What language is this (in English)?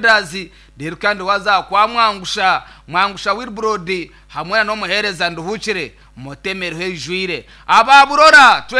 Nyankole